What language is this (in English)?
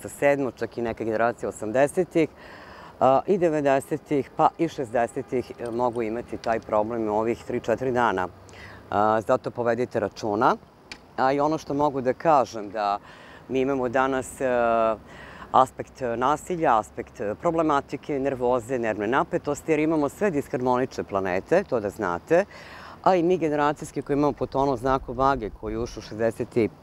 Serbian